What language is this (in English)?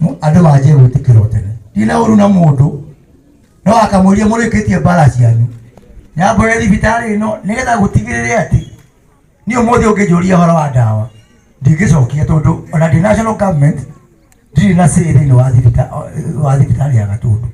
Kikuyu